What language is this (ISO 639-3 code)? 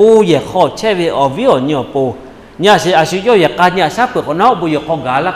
lhu